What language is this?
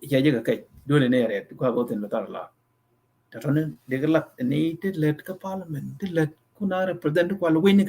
Nuer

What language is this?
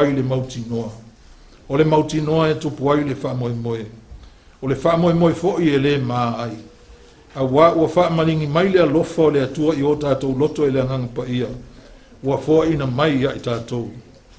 Samoan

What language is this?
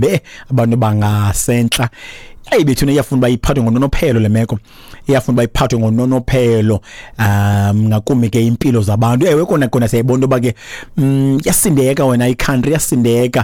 Xhosa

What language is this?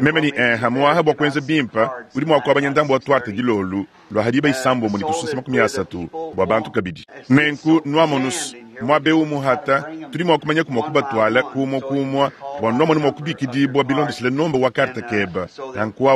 Luba-Lulua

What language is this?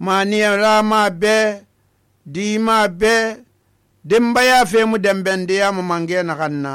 Susu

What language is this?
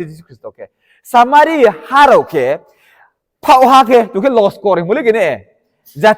Riang (India)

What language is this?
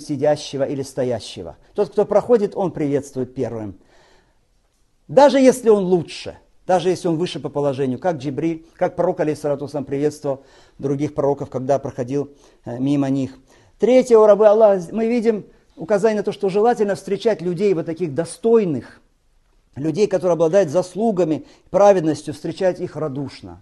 Russian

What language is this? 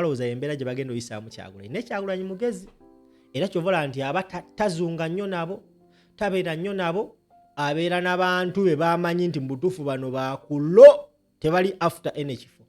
Ganda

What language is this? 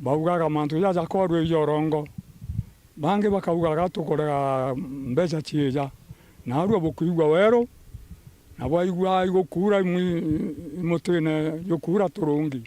Meru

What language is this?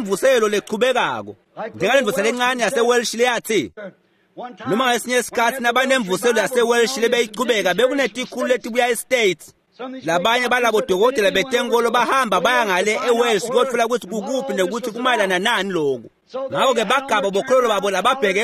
Swati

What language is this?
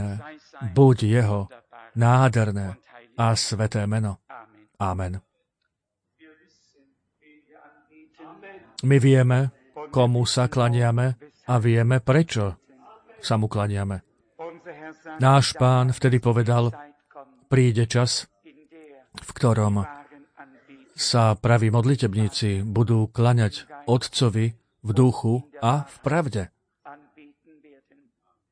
Slovak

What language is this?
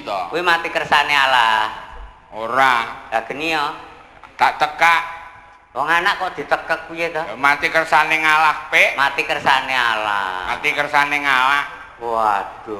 Javanese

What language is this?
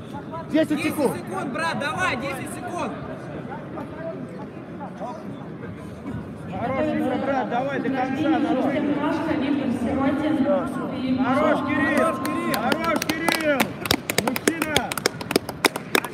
Russian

